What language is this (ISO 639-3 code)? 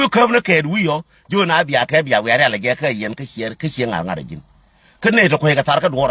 nus